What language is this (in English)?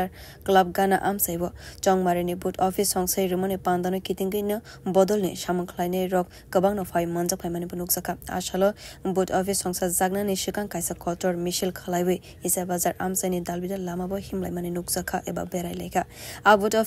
Kok Borok